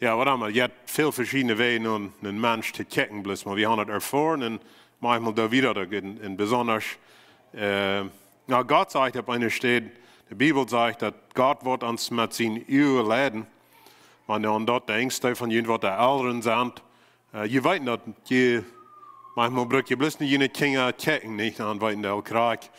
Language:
Plautdietsch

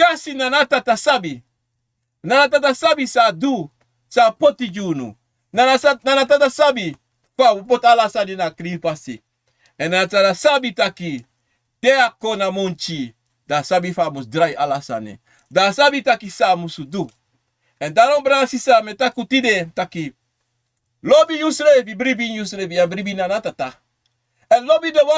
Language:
Sranan Tongo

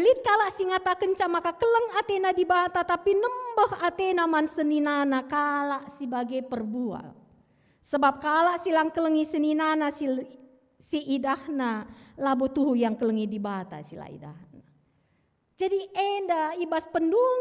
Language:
Batak Karo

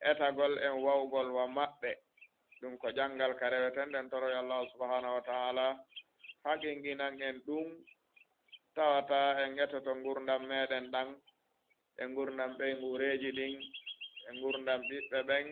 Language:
Fula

